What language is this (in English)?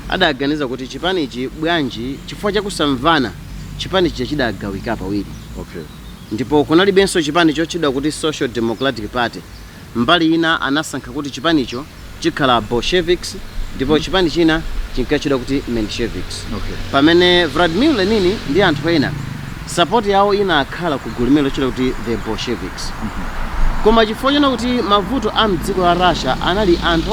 Nyanja